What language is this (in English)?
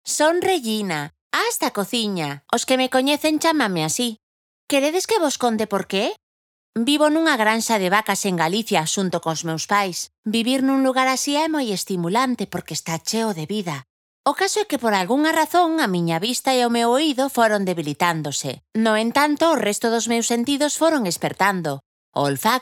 Galician